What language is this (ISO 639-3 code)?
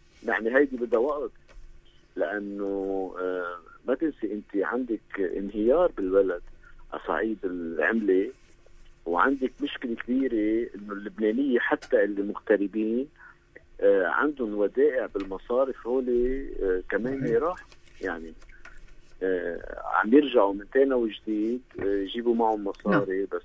apc